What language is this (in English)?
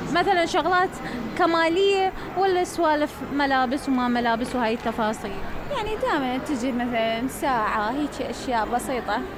Mesopotamian Arabic